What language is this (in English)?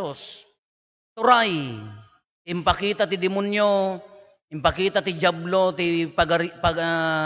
Iloko